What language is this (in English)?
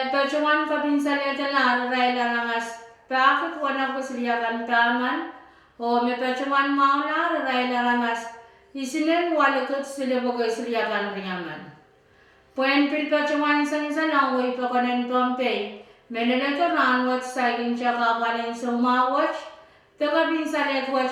Pohnpeian